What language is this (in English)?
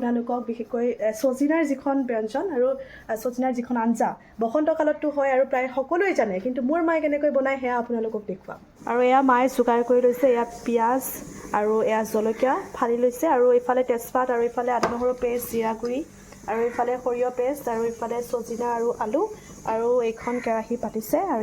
Assamese